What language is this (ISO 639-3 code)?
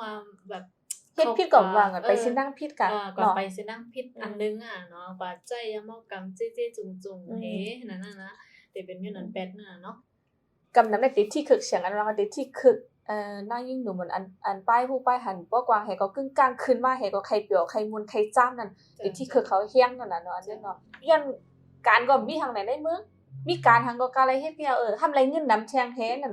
shn